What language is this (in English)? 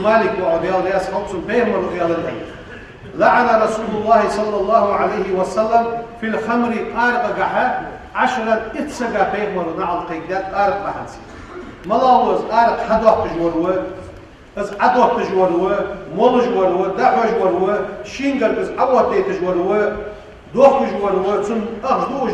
Ingush